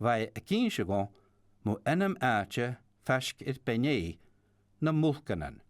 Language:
Scottish Gaelic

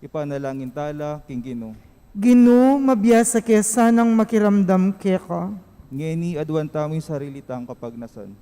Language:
Pampanga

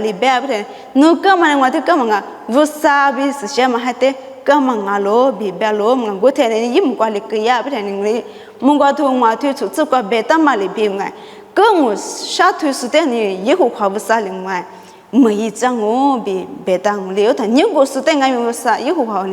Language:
Lisu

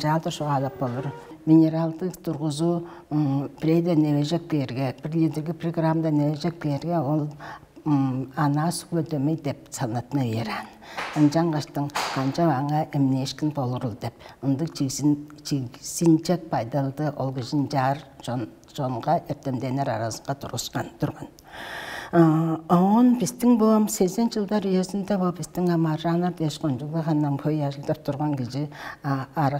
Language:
Tuvinian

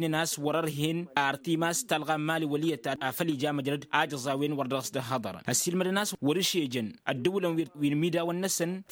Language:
Tamasheq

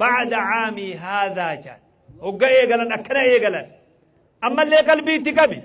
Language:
Oromo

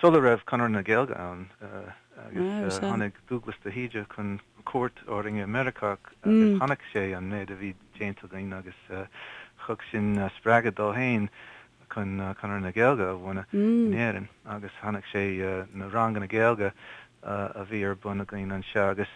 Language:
Irish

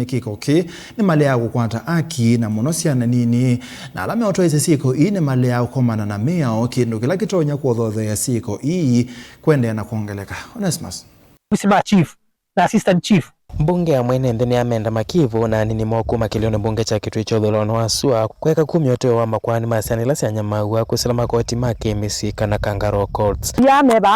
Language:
Kamba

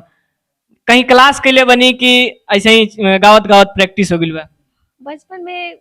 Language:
Bhojpuri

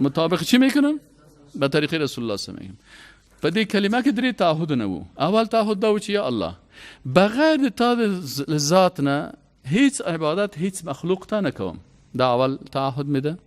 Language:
Persian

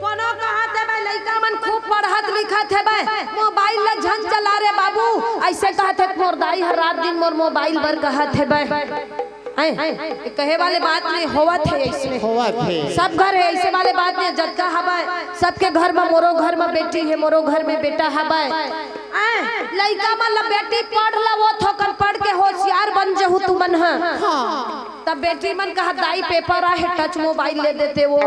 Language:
Chhattisgarhi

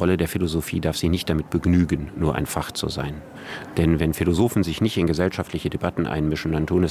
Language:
Luxembourgish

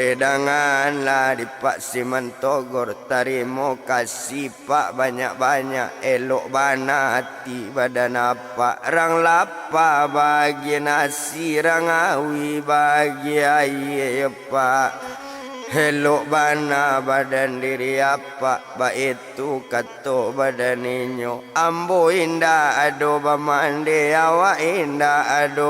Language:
Minangkabau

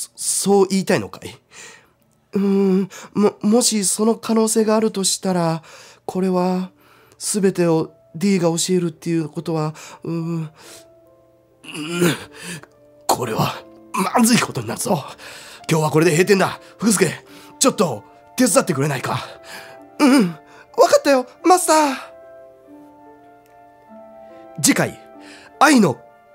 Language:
Japanese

